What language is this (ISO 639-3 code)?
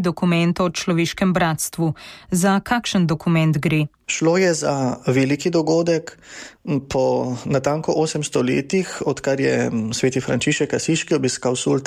slv